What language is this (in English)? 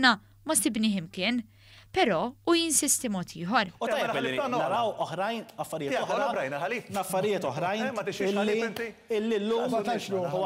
Maltese